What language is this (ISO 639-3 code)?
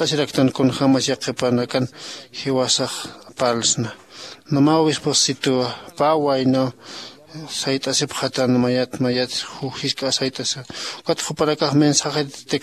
aym